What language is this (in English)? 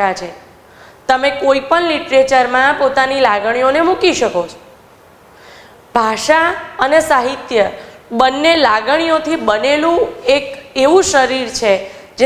Gujarati